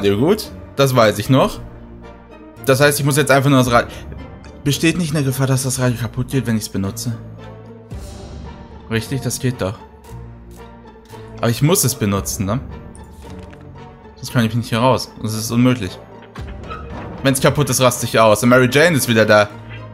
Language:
German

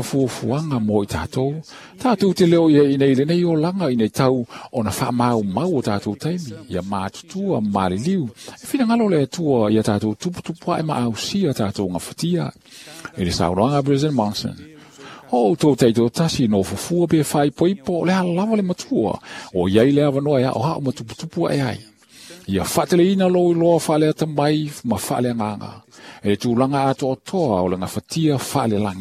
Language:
Samoan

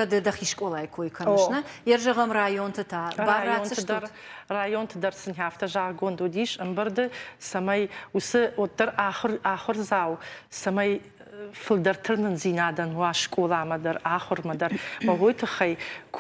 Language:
Ossetic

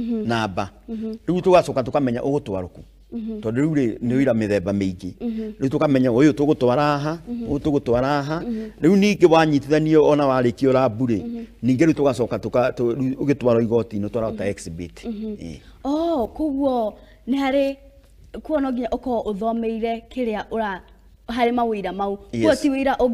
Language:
Kikuyu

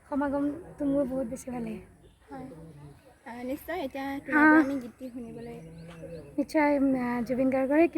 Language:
Assamese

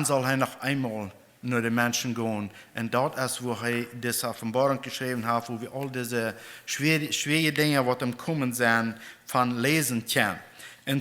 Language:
Plautdietsch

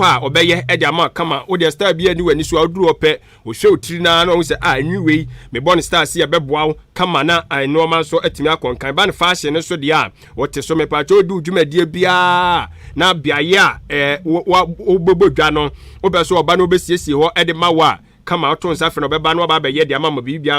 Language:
Akan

